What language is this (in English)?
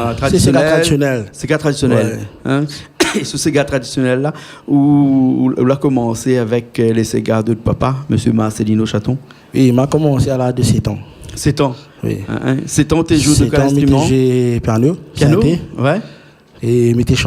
Réunion Creole French